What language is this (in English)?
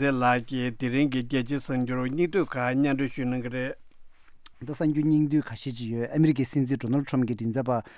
Tibetan